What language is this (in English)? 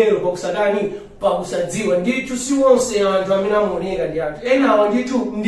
Nyanja